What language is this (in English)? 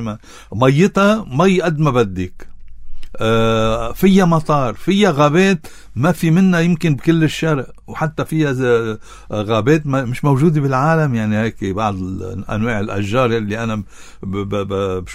North Levantine Arabic